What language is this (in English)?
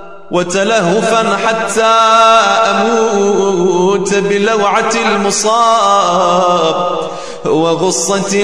Arabic